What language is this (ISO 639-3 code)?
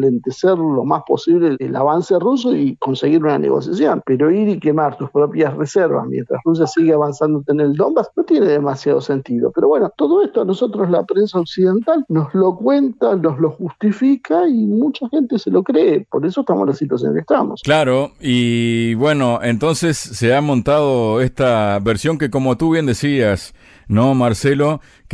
spa